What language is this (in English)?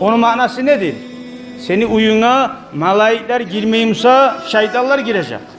Kumyk